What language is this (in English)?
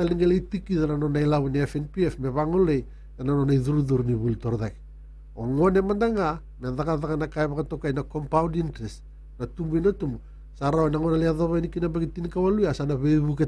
Fijian